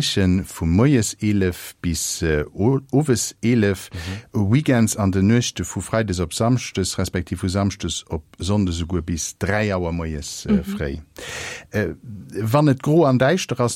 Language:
Luxembourgish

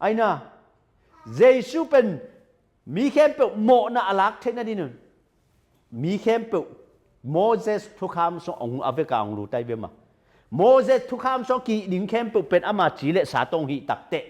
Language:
Tedim Chin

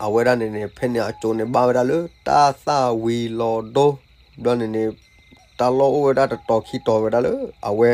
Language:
S'gaw Karen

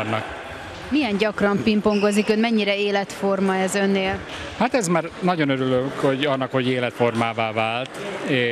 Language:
Hungarian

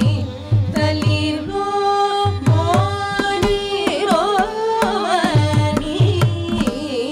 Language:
Tamil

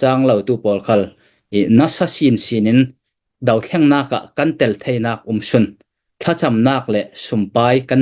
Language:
Falam Chin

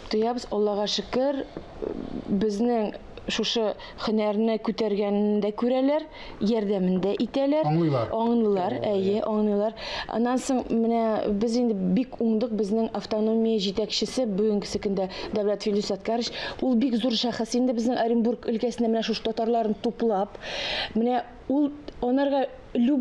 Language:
Tatar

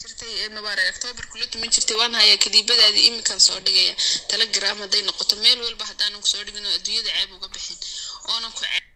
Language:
Somali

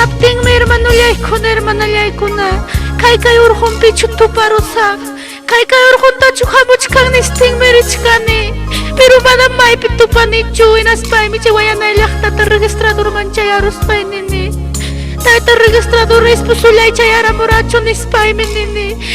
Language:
Ayacucho Quechua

